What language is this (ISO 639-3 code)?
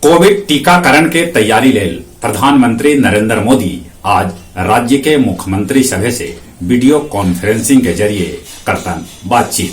mag